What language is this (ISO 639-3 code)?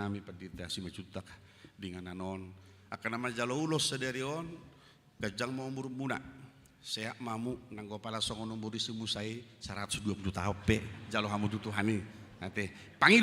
bbc